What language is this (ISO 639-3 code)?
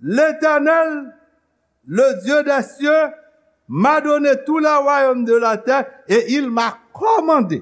hat